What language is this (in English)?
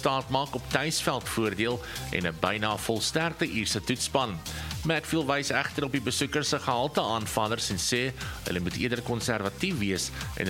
Afrikaans